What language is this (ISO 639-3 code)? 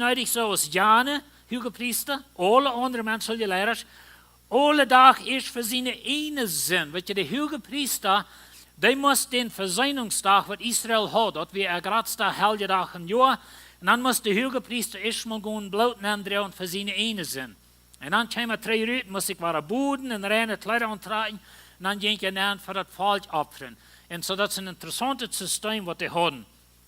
pdt